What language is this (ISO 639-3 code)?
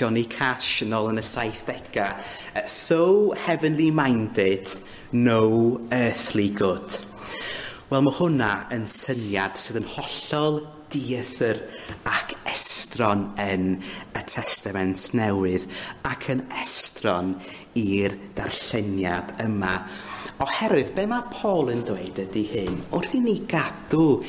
cym